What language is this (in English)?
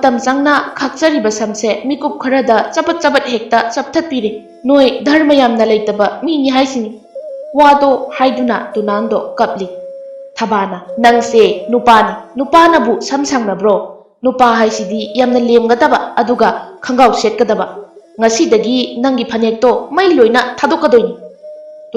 Manipuri